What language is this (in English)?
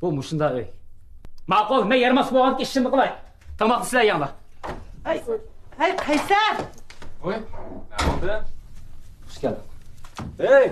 Uyghur